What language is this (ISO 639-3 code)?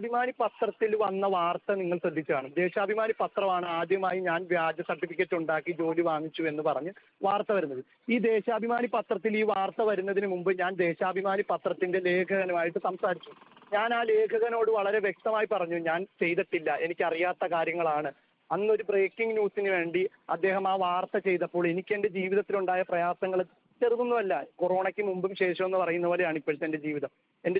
mal